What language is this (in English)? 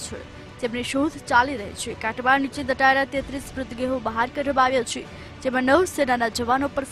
Gujarati